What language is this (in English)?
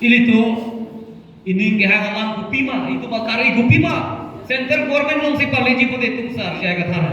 Karbi